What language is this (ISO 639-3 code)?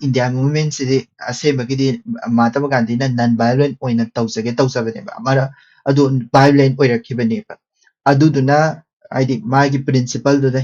mni